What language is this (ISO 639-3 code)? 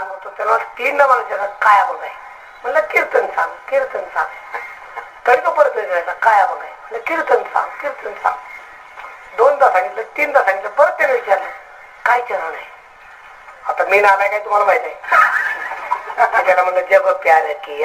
mar